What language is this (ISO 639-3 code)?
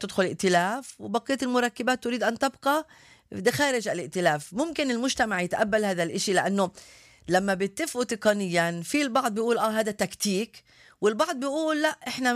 apc